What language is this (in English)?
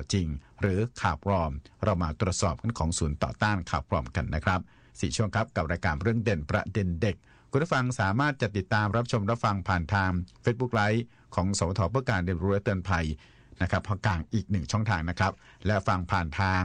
Thai